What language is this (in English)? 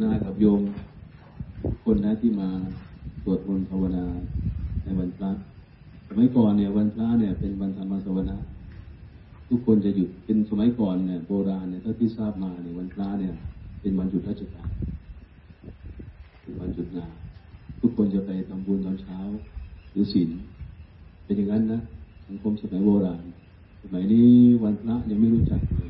Thai